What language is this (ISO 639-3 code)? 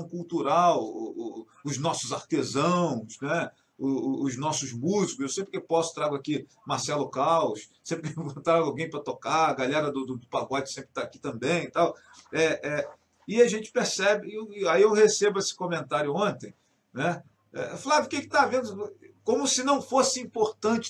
por